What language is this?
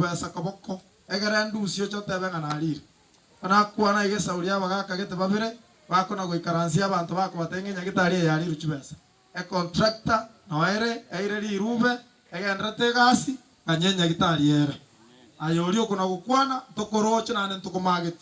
Gusii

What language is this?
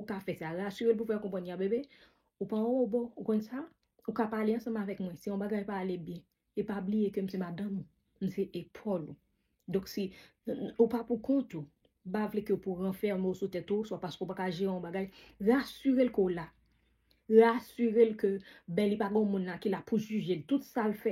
Haitian Creole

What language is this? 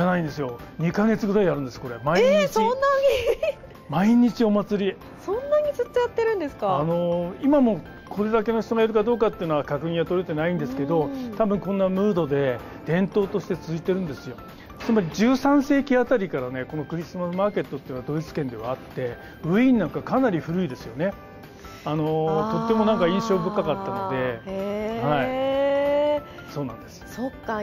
Japanese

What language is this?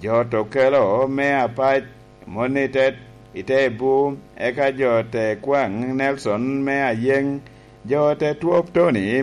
Lango (Uganda)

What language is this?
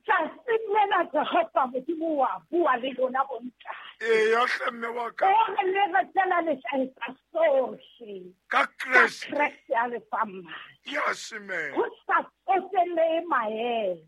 Southern Sotho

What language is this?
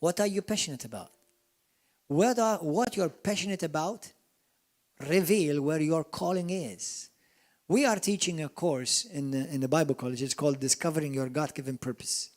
English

